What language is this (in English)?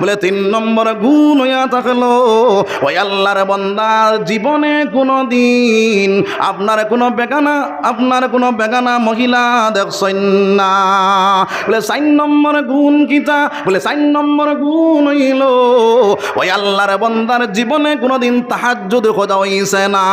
Sylheti